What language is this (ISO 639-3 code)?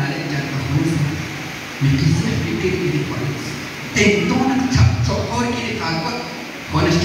kek